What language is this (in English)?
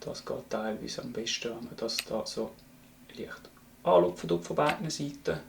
Swiss German